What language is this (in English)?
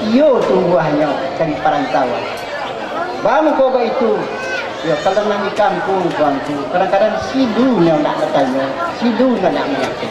Minangkabau